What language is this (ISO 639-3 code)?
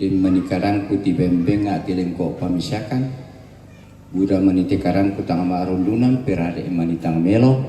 sda